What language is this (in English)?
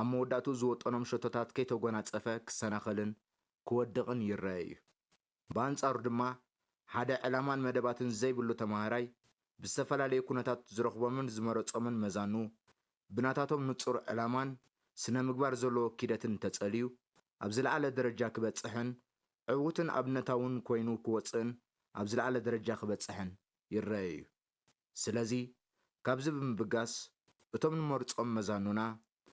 Tigrinya